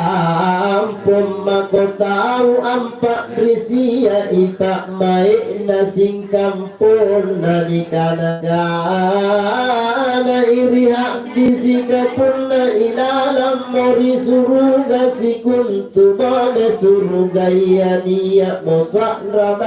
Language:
Makasar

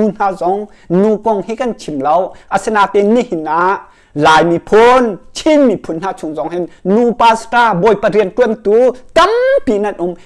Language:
Hakha Chin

